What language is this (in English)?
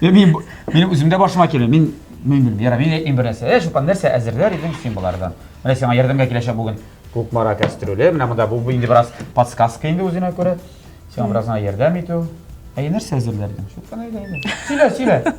Tatar